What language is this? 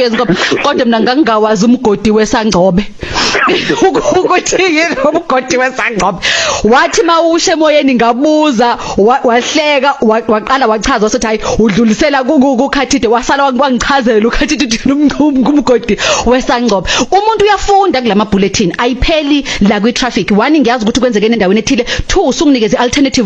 Zulu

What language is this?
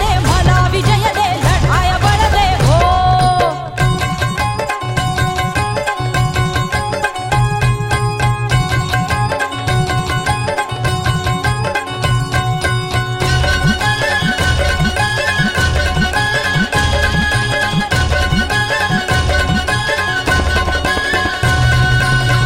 Marathi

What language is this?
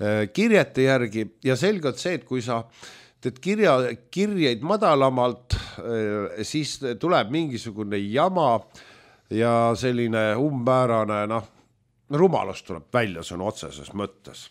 Estonian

